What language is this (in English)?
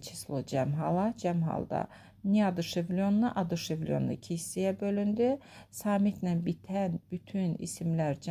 Azerbaijani